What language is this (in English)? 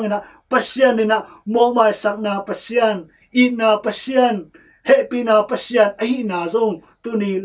Tedim Chin